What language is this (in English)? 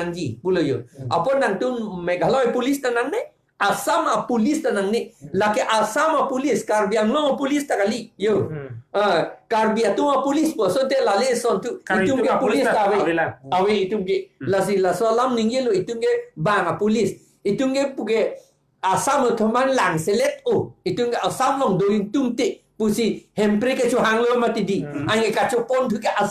Karbi